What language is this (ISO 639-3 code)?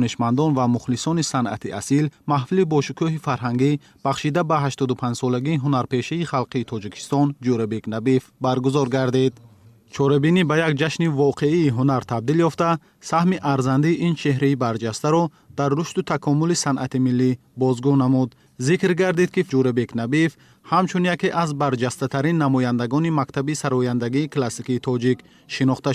tgk